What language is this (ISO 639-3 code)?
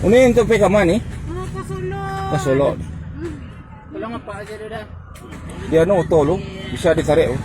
min